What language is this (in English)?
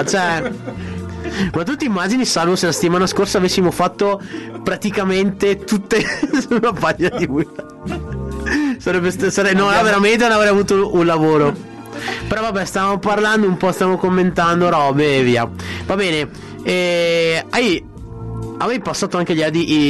Italian